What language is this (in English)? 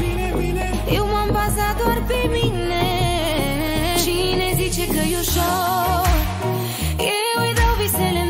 Romanian